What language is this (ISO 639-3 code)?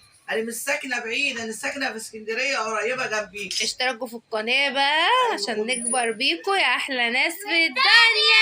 arz